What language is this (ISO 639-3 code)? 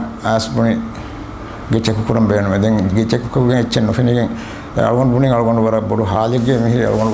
div